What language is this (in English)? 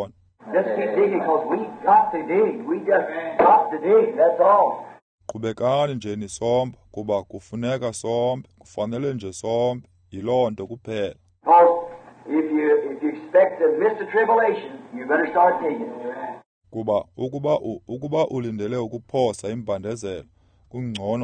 Xhosa